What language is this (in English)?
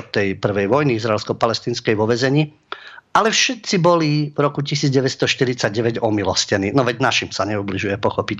Slovak